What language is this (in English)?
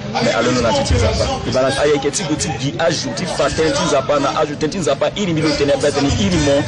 Sango